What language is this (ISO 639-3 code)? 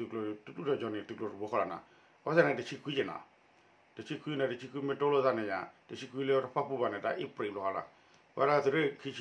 ksw